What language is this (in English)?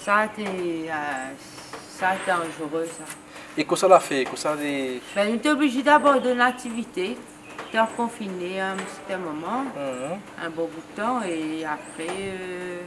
Réunion Creole French